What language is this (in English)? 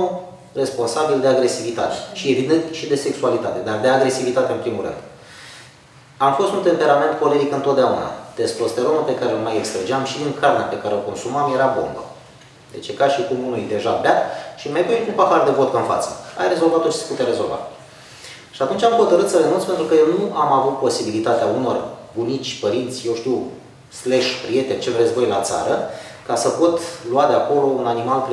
Romanian